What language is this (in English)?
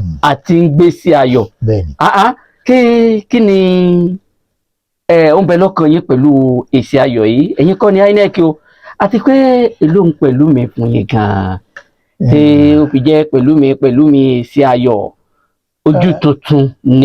Yoruba